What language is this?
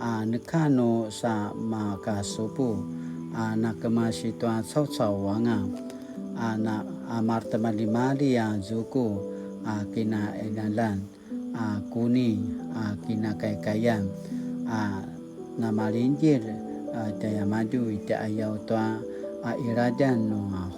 Paiwan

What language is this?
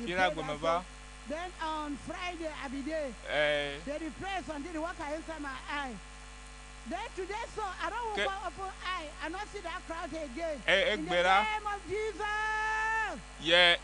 Ewe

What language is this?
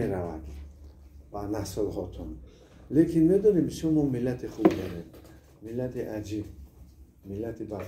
Tajik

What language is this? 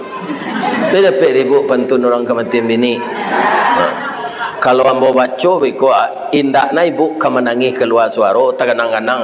Minangkabau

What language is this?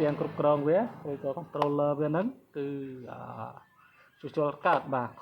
Khmer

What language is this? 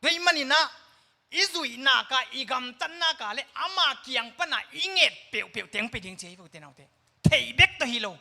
Tedim Chin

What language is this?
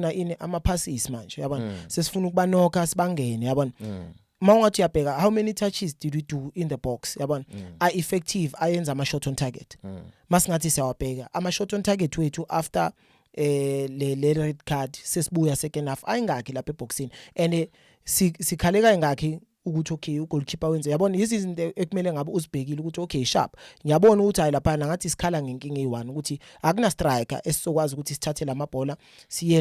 Zulu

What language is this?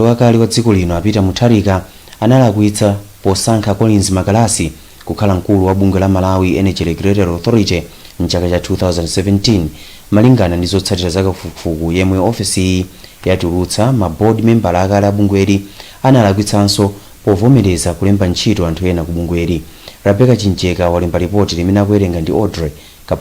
Nyanja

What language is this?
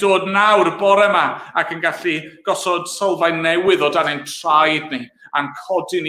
Welsh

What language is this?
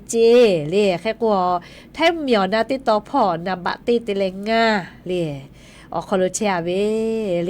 Lahu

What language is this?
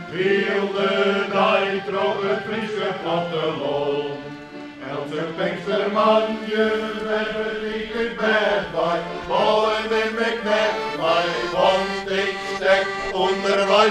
Western Frisian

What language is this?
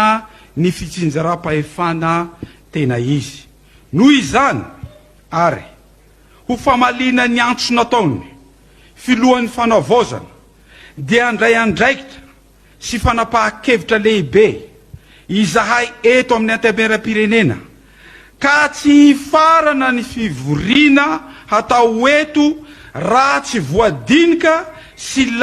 Malagasy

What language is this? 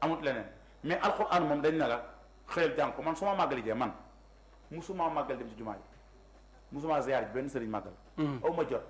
Wolof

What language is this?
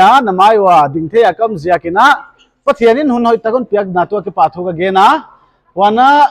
Paite Chin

